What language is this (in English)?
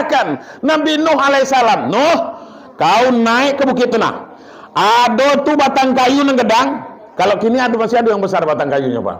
Minangkabau